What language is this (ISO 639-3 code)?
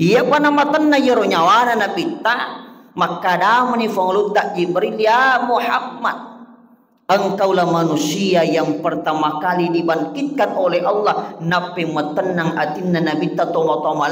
bug